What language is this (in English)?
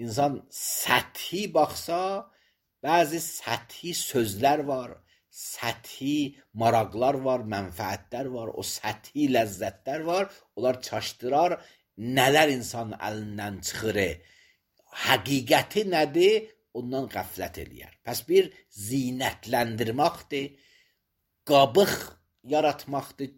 Azerbaijani